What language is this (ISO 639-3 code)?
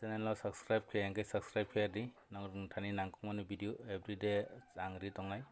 trp